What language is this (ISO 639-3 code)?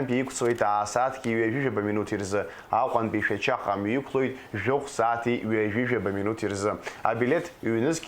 abk